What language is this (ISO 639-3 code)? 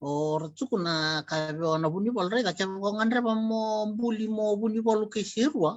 fij